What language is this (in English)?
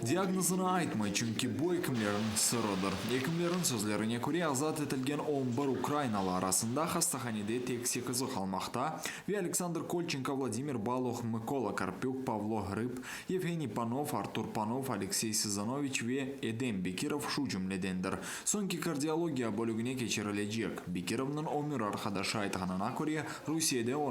Crimean Tatar